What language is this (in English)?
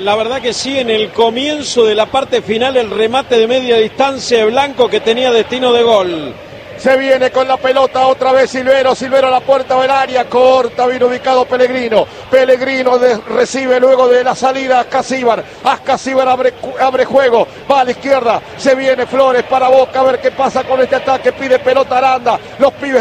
Spanish